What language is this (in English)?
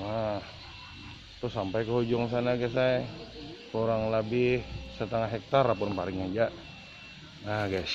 Banjar